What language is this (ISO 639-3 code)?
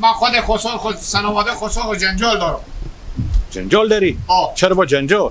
haz